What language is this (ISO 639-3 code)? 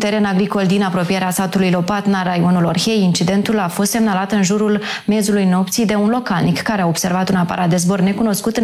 ron